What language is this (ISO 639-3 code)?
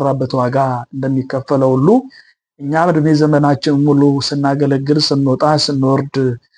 amh